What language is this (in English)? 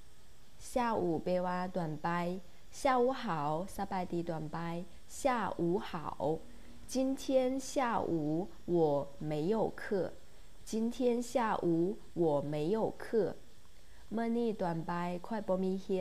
Lao